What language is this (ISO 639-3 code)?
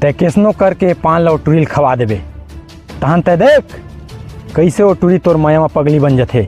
hne